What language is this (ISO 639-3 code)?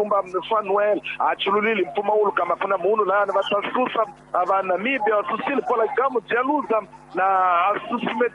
tso